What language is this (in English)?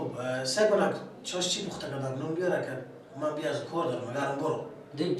Persian